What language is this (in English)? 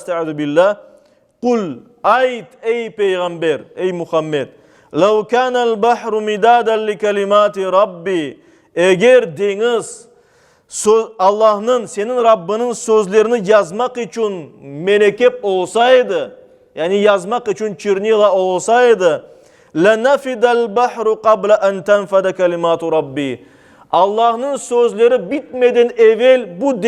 Crimean Tatar